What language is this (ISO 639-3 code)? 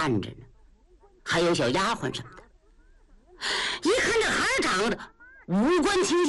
zho